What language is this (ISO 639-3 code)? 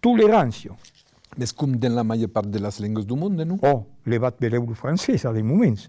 oci